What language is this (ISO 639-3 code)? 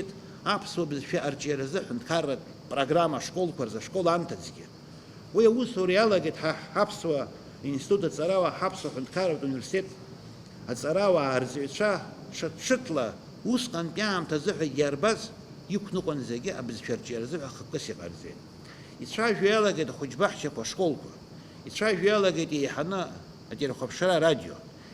abk